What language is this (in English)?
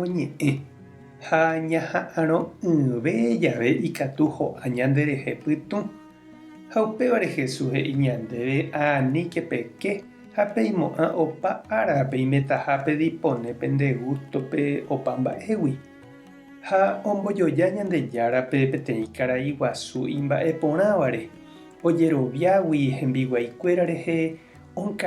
Guarani